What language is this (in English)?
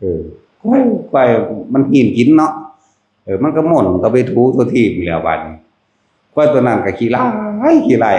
Northeastern Thai